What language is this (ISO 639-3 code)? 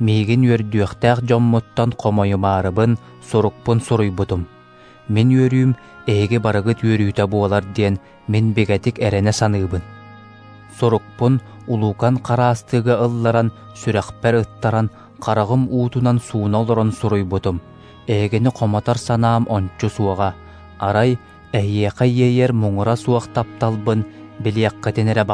sah